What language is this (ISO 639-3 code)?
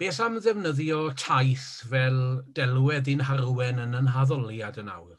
cym